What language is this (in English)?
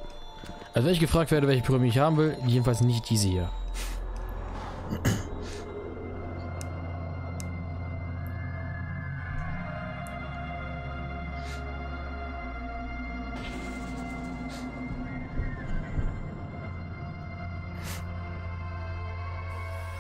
German